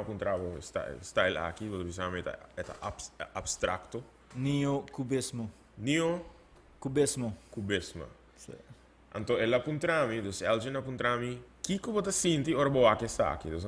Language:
Papiamento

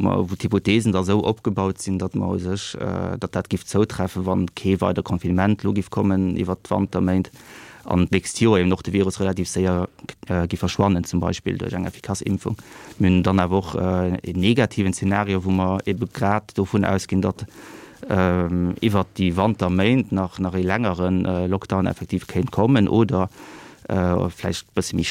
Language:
Luxembourgish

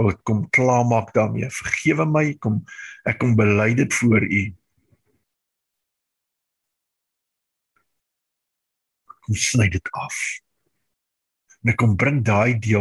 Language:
Afrikaans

